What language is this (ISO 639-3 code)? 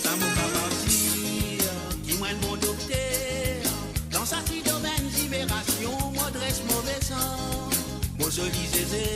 mfe